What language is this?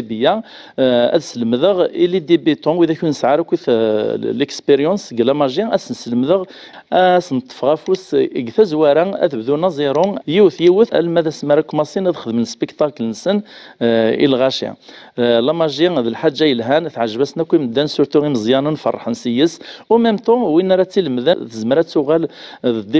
Kabyle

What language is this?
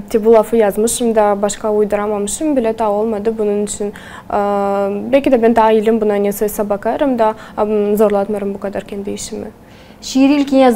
Gagauz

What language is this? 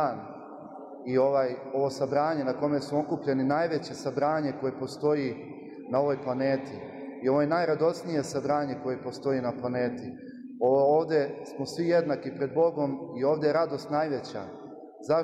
Serbian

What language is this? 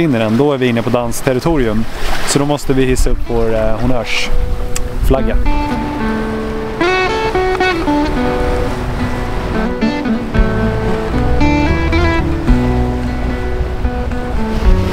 Swedish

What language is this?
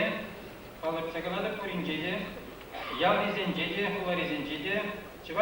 Chuvash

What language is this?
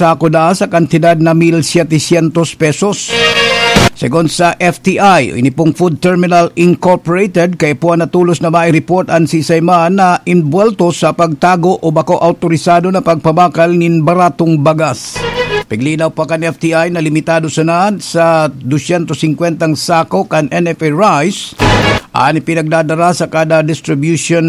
Bikol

